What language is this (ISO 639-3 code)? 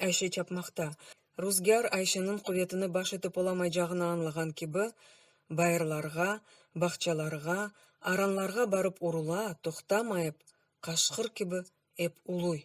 crh